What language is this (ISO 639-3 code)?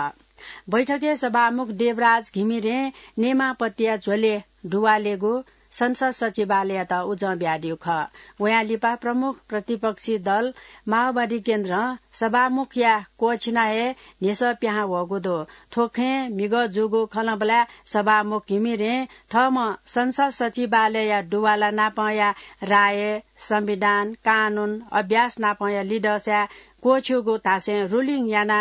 new